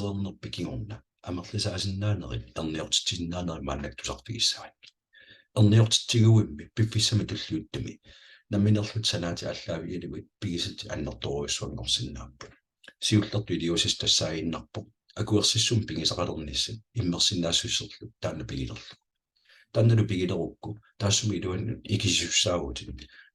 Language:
Kalaallisut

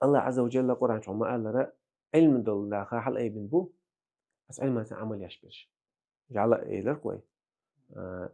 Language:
Chechen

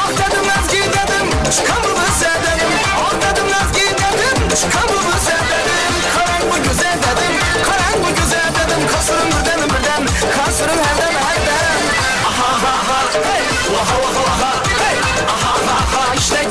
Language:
Kara-Kalpak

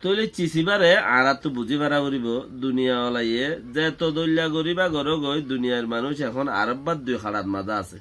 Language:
Rohingya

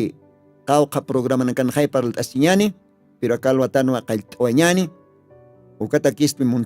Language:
Aymara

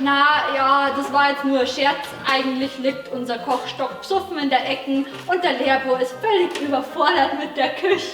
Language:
Bavarian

